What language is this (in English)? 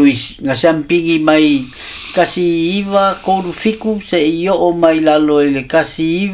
Samoan